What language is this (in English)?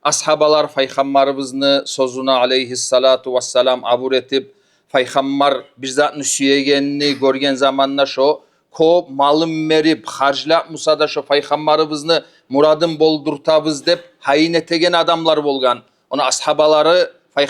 Kumyk